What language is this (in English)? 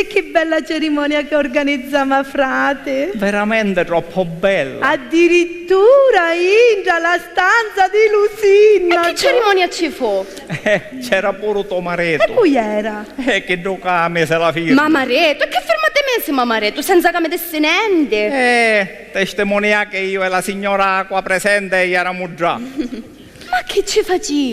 Sicilian